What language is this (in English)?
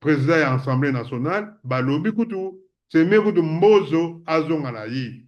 Lingala